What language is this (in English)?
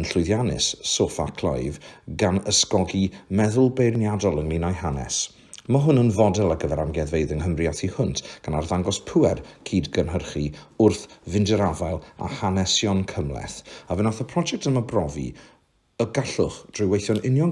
Welsh